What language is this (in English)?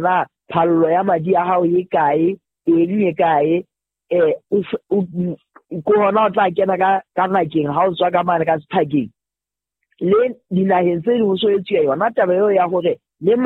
Southern Sotho